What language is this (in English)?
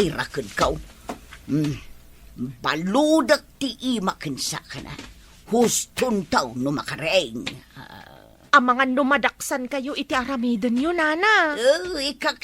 Iloko